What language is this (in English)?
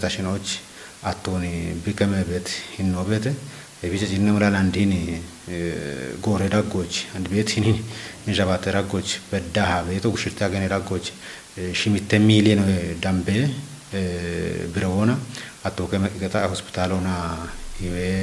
Kafa